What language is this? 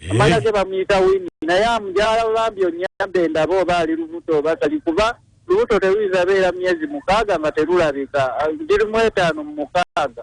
Ganda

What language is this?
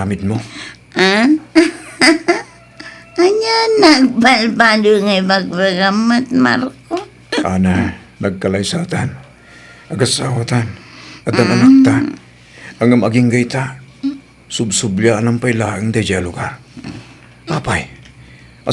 Iloko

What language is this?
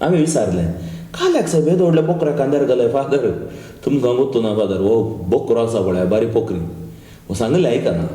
Konkani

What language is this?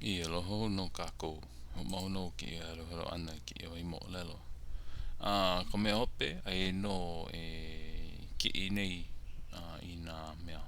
Hawaiian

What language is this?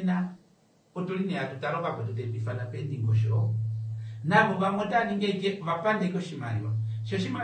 Kuanyama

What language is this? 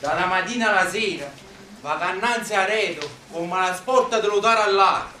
Neapolitan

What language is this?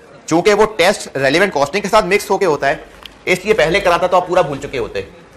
Hindi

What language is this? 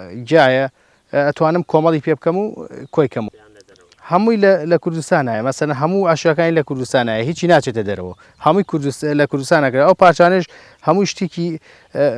Central Kurdish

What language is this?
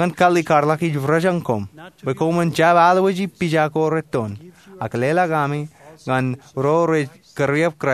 Marshallese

